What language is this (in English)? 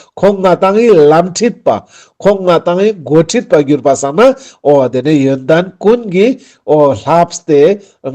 Ladakhi